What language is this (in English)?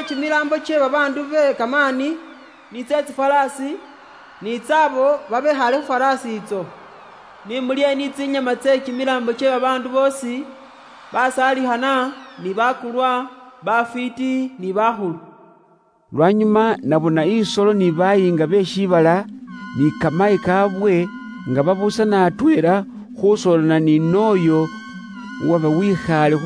Luyia